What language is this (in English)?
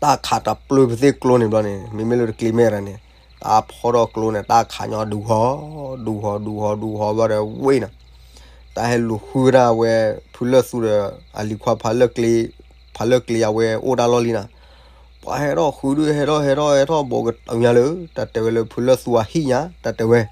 S'gaw Karen